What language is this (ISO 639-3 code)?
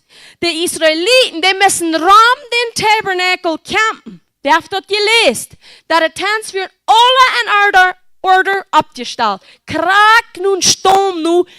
pdt